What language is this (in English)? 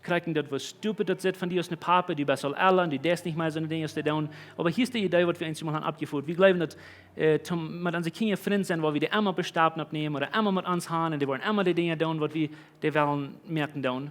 Plautdietsch